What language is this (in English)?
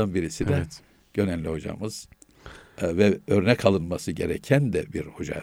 Turkish